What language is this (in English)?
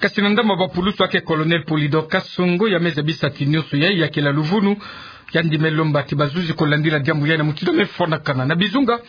Kituba (Democratic Republic of Congo)